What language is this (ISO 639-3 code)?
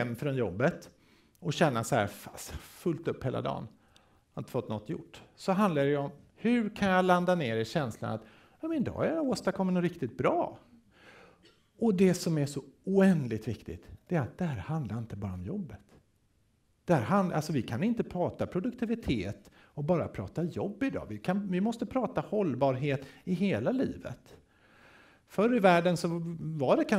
swe